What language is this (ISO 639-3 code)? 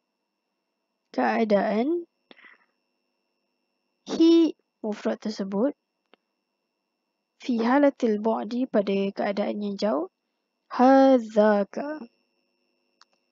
msa